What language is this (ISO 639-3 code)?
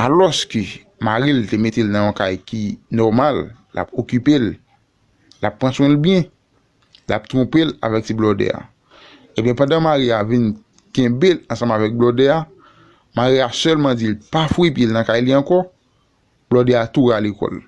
hat